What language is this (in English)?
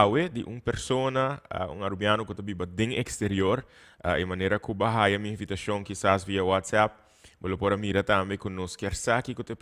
Papiamento